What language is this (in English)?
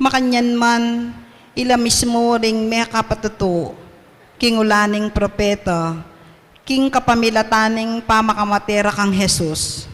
Pampanga